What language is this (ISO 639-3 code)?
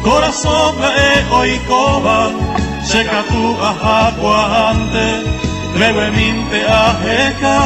grn